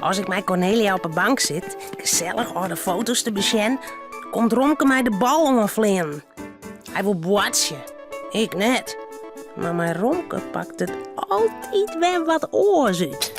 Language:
Western Frisian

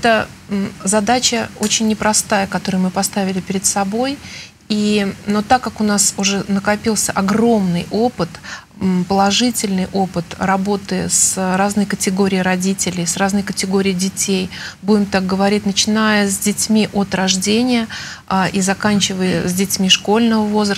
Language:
Russian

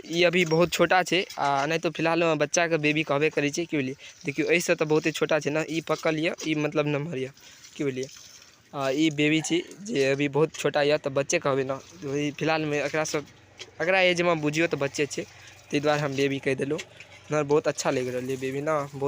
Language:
Maithili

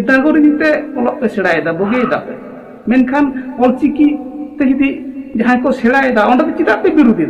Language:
Santali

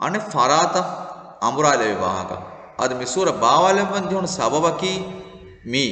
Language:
Divehi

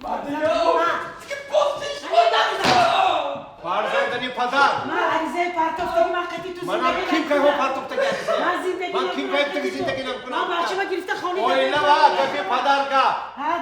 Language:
Tajik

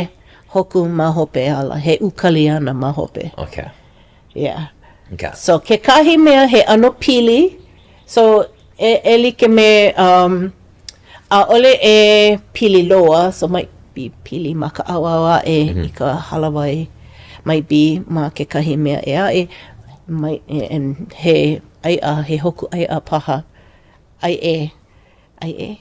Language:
Hawaiian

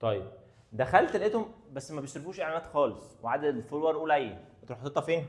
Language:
Egyptian Arabic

